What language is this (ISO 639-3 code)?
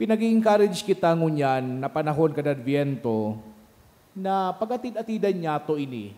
bik